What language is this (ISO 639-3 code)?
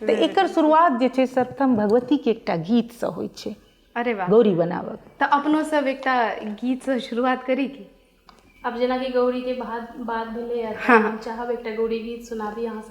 mai